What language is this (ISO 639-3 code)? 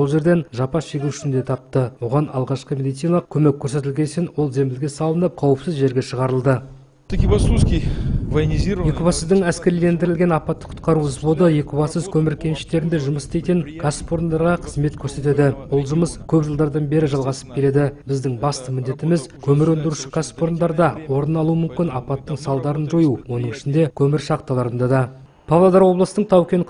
kaz